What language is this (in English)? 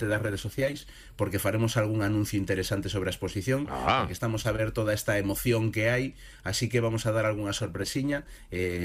Galician